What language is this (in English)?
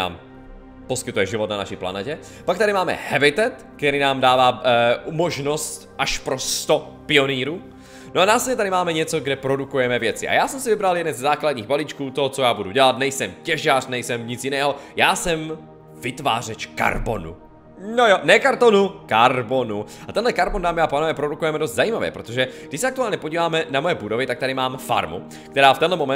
Czech